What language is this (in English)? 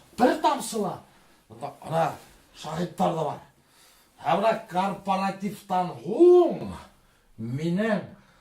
Bashkir